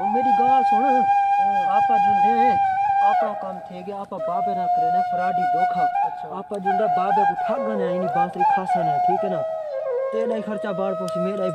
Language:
Saraiki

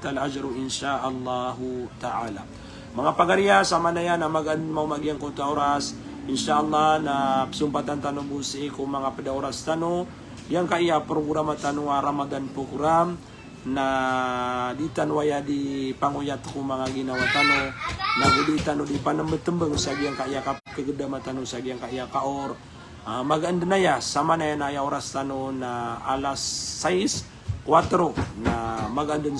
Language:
Maranao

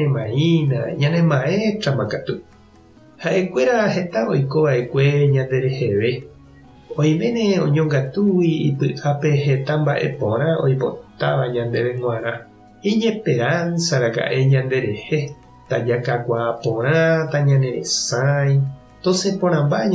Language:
Guarani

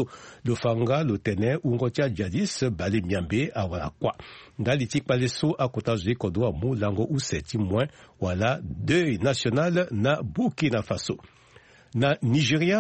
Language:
Sango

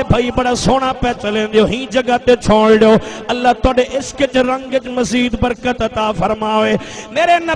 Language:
Saraiki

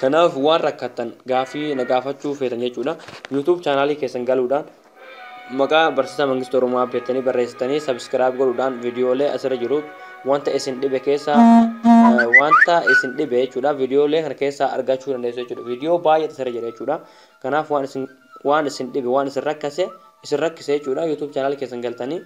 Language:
Oromo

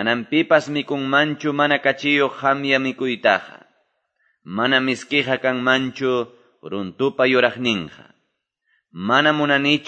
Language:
Quechua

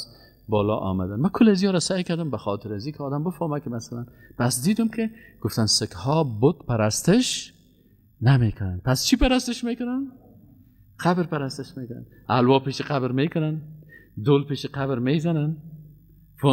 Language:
Persian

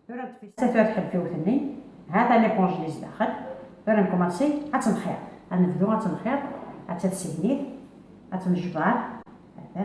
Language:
Kabyle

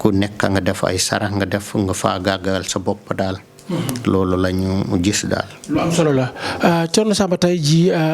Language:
Wolof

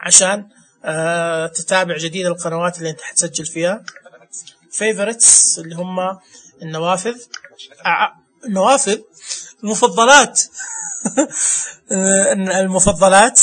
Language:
Najdi Arabic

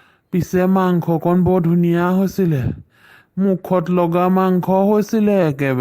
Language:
Assamese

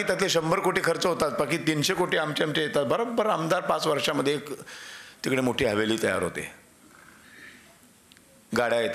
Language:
Marathi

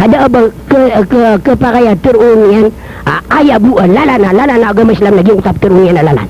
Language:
Maranao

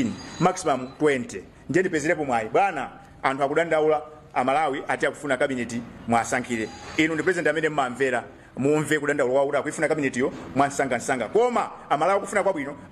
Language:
Nyanja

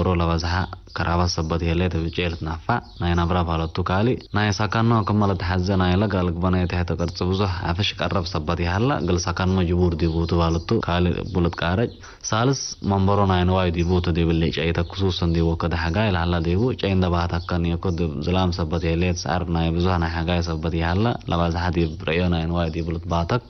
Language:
Tigre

